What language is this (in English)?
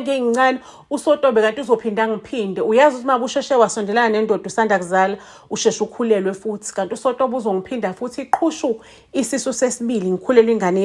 Zulu